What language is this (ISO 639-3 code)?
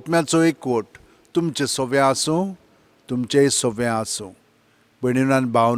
kok